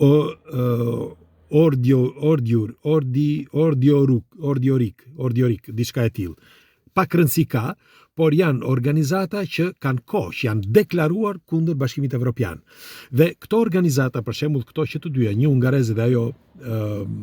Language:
Albanian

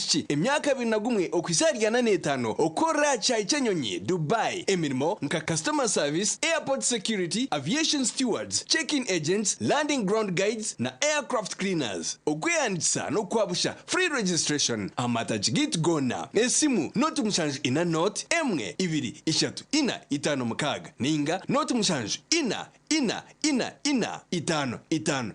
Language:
Nyankole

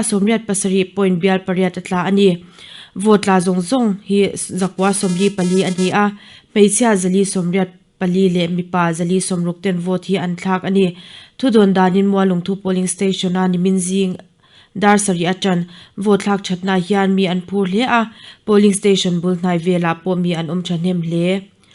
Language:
Mizo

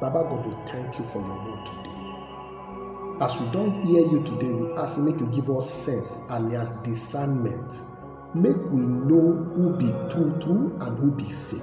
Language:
Nigerian Pidgin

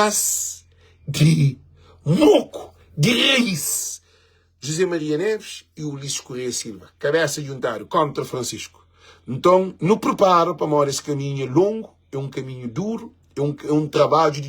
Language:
Kabuverdianu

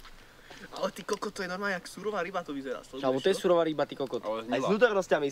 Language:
Slovak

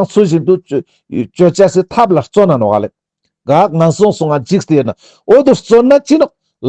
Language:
Ladakhi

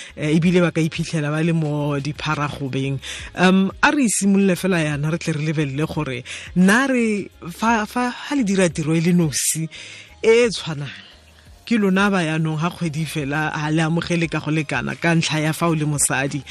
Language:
Tswana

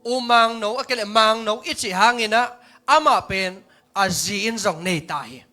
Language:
Tedim Chin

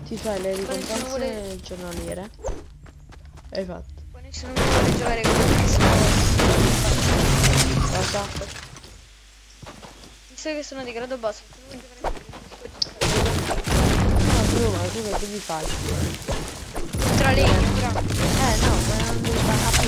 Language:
Italian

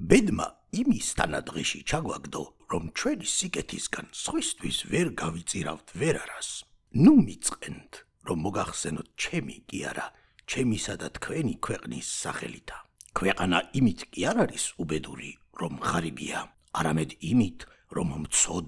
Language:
Georgian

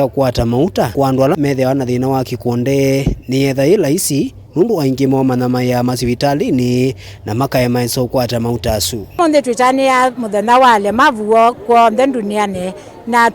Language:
Kamba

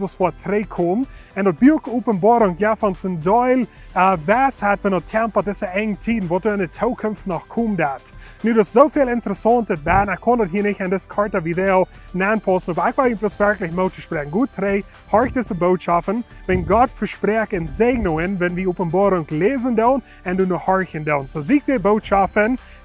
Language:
Plautdietsch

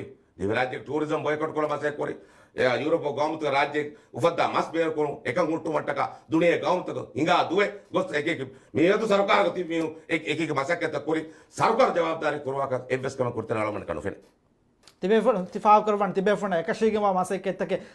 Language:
Divehi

